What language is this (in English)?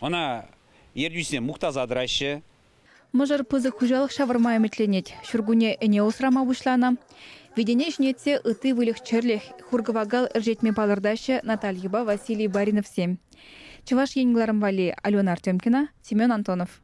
Chuvash